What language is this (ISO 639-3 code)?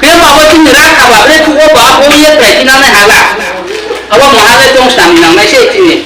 ria